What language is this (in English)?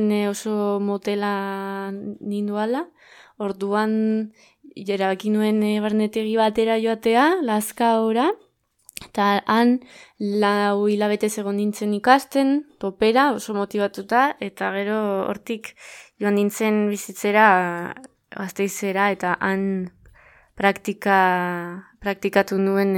Basque